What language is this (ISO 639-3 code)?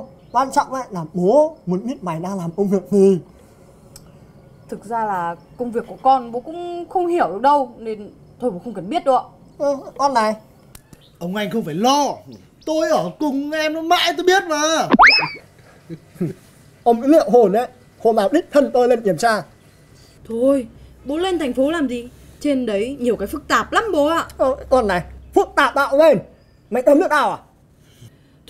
vie